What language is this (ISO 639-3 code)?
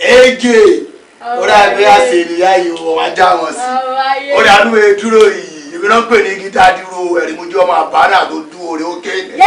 yor